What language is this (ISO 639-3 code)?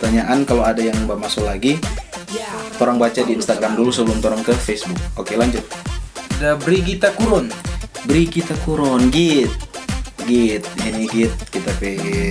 xmm